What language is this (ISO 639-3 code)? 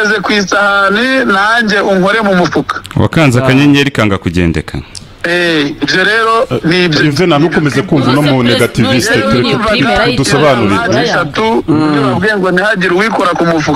kin